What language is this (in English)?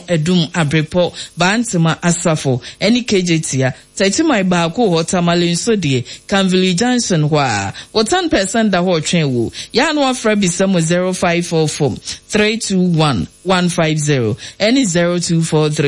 Akan